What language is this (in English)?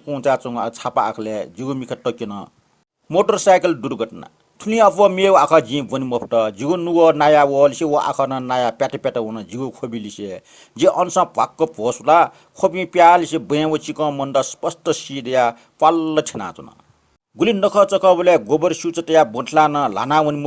Newari